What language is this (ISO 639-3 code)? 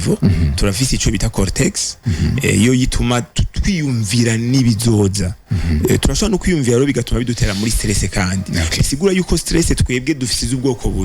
run